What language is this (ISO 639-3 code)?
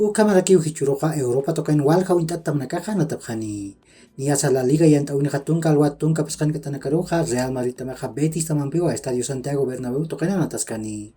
aym